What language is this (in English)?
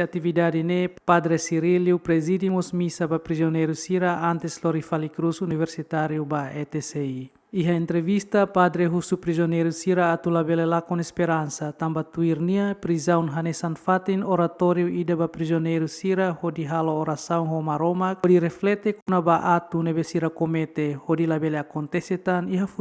Tetum